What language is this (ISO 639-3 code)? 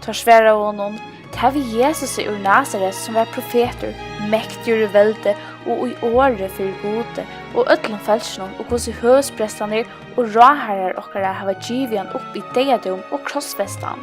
fao